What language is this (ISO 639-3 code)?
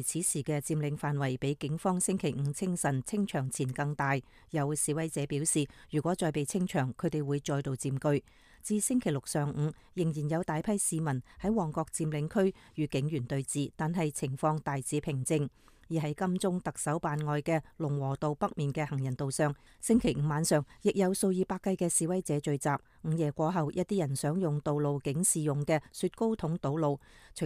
yue